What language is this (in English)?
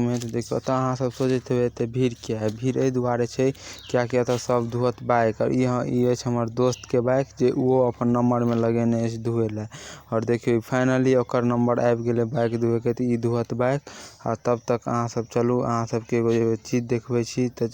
Maithili